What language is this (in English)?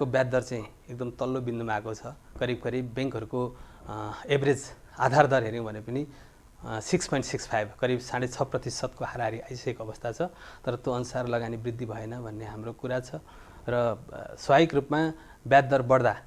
Nepali